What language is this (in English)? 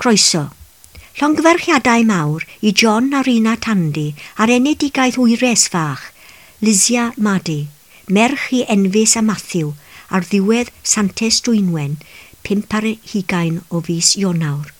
Welsh